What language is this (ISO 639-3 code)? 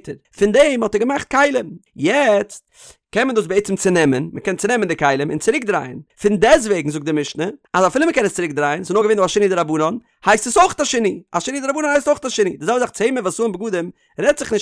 yid